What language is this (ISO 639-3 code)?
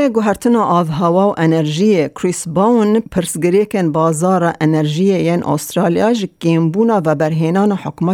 kur